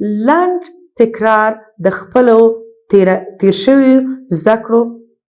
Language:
Pashto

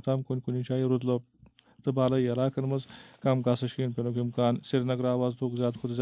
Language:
Kashmiri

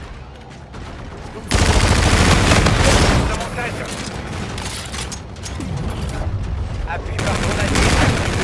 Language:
French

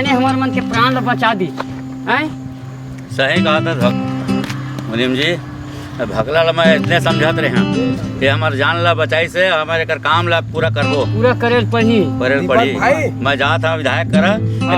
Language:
Chhattisgarhi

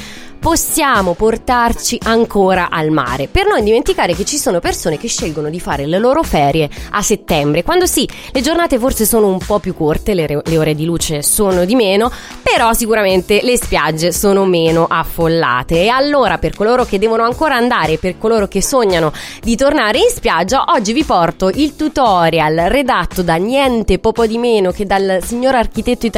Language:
Italian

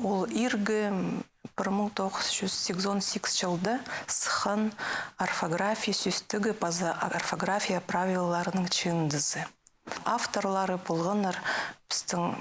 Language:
Khakas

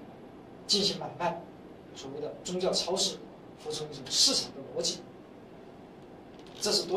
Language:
Chinese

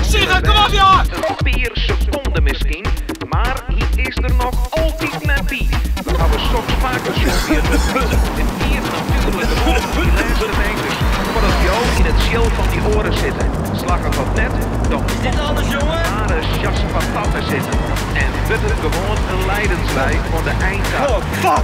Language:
Western Frisian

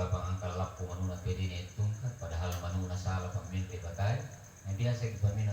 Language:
Buginese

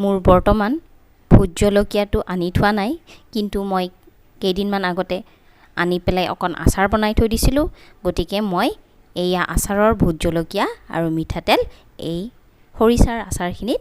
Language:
Assamese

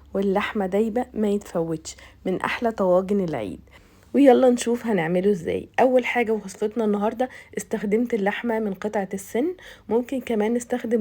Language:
Egyptian Arabic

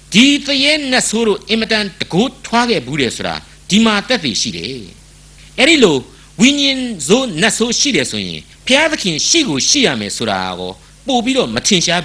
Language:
Burmese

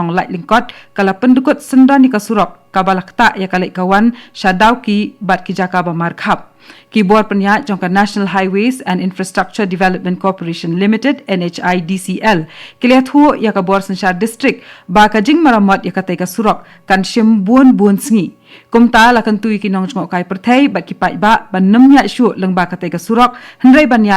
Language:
Khasi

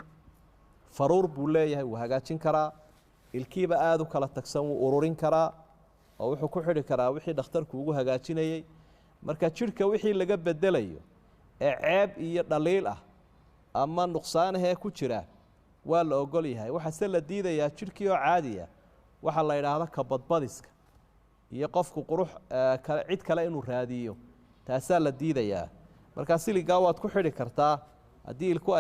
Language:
Somali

